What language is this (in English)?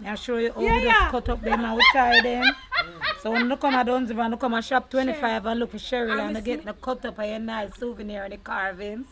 Jamaican Creole English